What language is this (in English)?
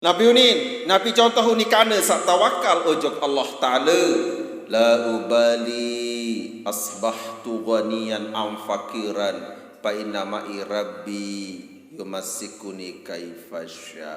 Sasak